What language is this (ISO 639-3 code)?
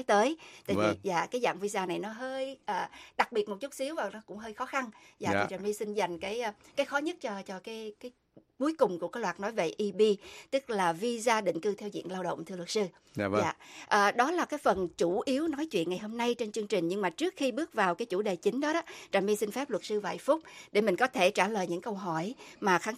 vie